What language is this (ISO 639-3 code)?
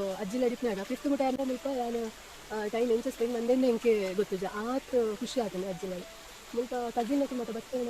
tcy